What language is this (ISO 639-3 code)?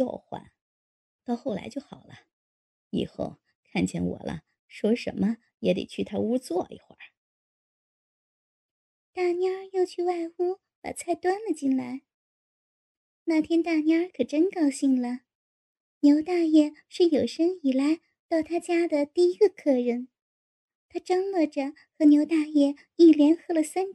zho